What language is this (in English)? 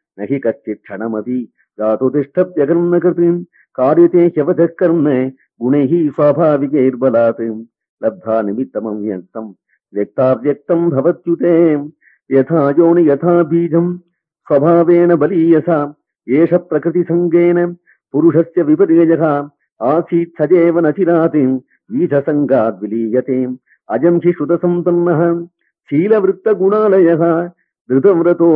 Sanskrit